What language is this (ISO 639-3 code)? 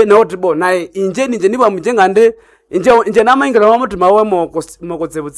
nnb